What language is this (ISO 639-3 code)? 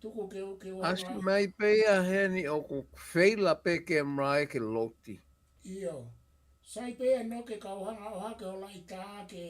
ton